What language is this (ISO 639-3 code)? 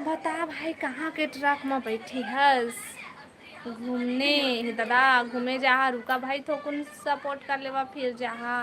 hne